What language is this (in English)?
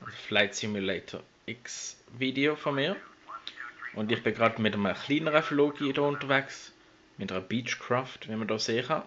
Swiss German